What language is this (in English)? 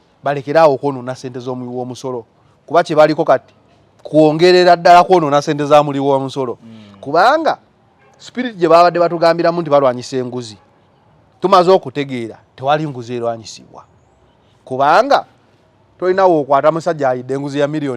Ganda